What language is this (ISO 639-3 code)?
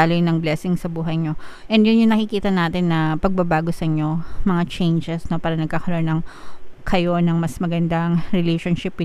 fil